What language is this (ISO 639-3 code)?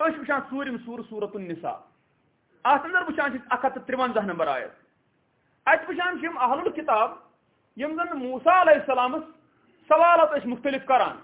kas